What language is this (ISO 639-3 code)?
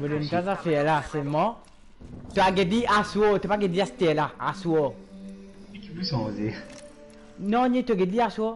mfe